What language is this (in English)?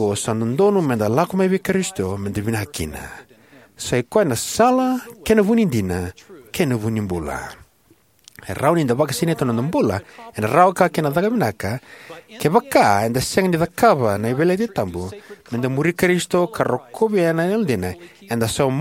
Fijian